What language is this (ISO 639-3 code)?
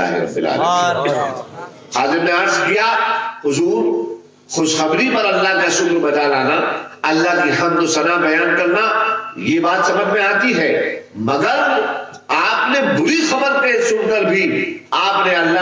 urd